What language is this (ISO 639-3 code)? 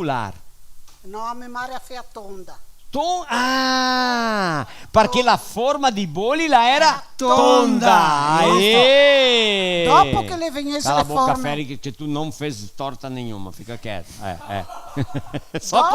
vec